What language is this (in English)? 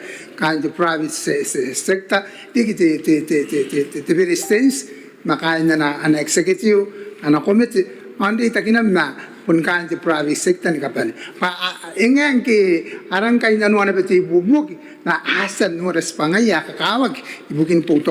Gilbertese